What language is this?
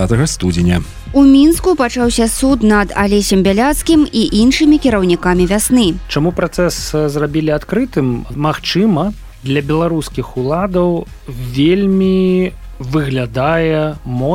Belarusian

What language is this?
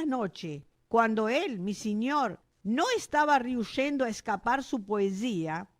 Ladino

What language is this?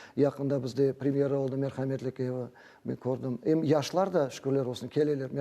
Crimean Tatar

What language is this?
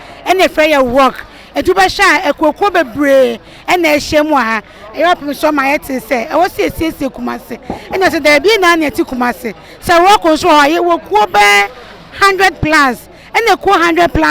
Akan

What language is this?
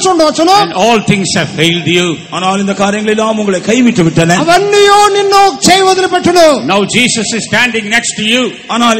Tamil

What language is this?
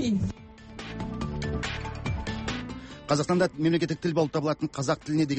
Kazakh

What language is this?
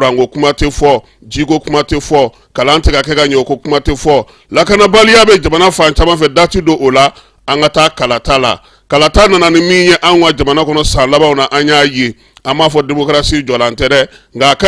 Bambara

